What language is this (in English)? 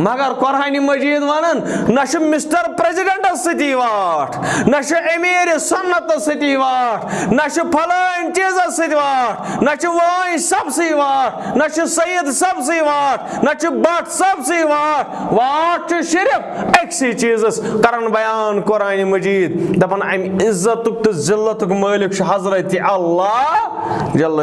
Kashmiri